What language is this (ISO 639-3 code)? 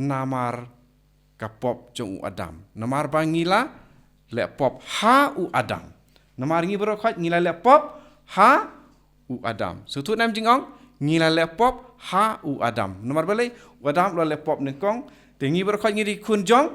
kha